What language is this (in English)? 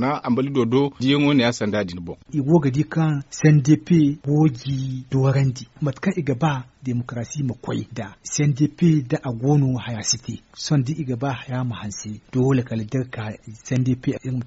Zarma